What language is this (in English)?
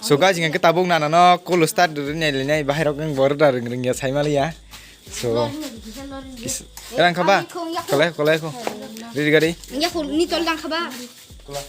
Kok Borok